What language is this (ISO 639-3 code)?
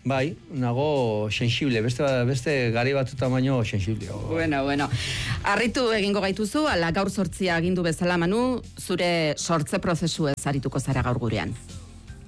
eus